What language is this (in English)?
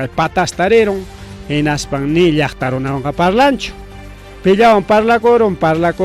Ayacucho Quechua